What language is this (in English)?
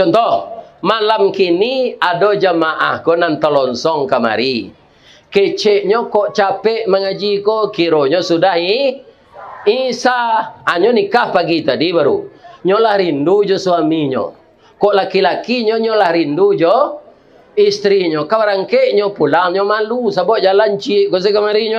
Minangkabau